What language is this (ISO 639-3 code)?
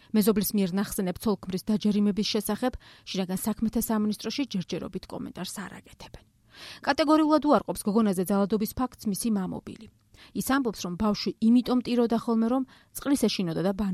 kat